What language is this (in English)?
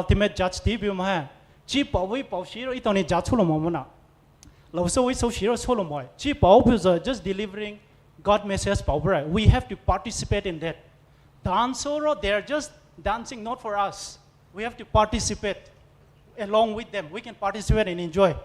Poumei Naga